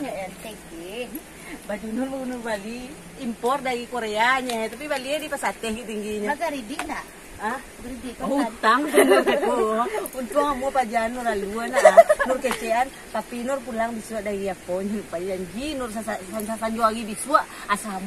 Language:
Minangkabau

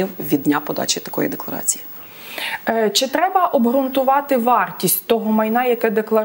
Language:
Ukrainian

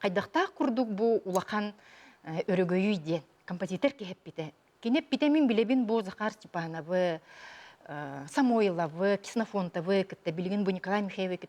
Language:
Yakut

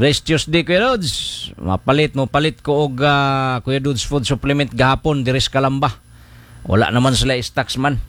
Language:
Cebuano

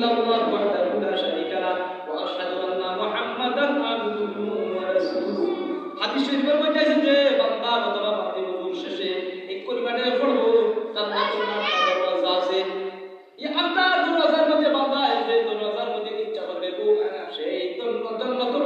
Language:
Sylheti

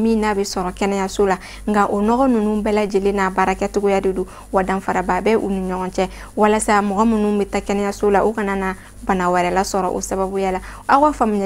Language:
Bambara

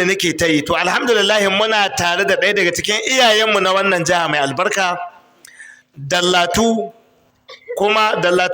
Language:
Hausa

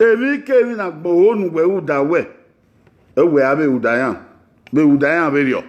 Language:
Bini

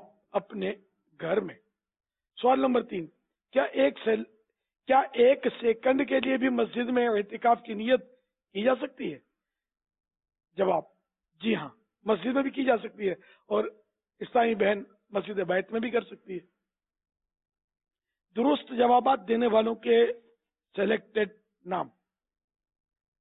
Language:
Urdu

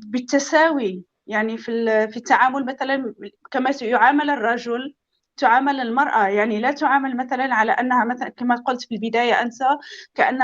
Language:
North Levantine Arabic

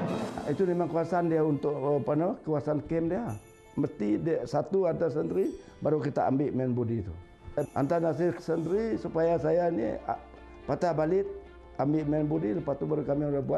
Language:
Malay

